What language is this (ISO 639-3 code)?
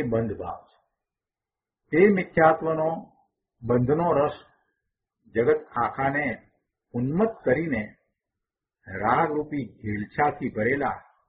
guj